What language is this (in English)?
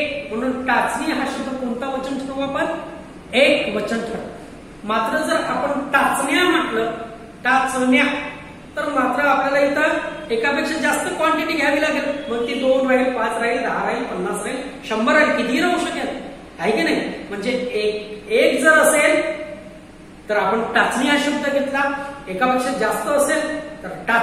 Marathi